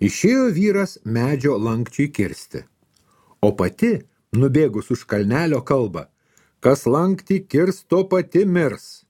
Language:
Lithuanian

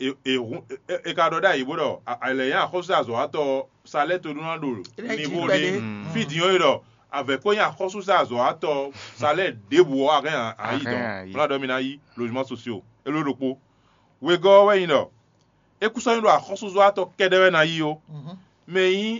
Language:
Fon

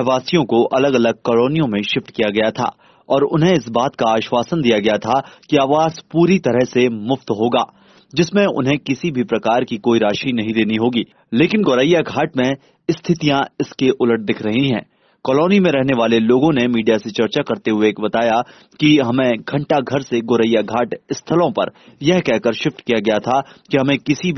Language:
Hindi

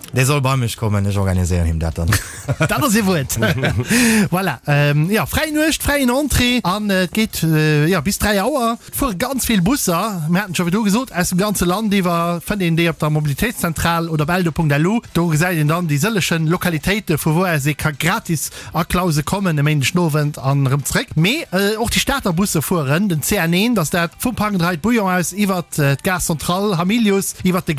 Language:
Luxembourgish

